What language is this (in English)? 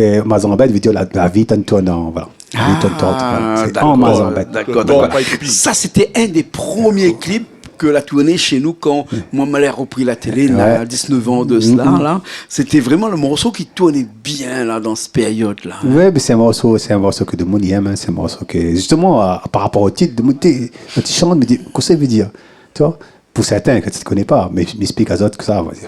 Réunion Creole French